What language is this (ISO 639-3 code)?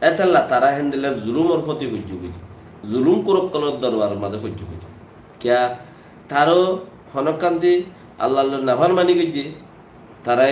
rhg